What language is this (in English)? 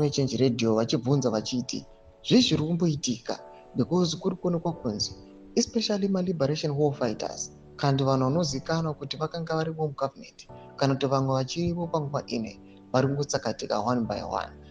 Shona